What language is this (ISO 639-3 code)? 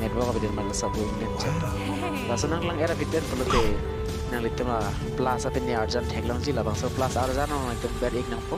mjw